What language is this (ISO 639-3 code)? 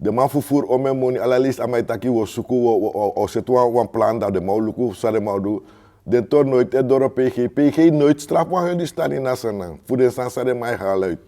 srn